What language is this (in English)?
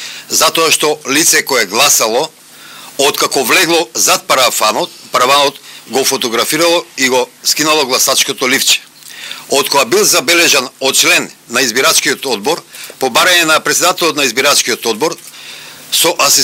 Macedonian